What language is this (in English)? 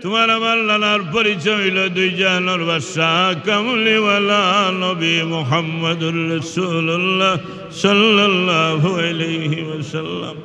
Sylheti